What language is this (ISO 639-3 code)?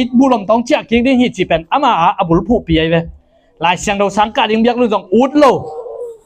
ctd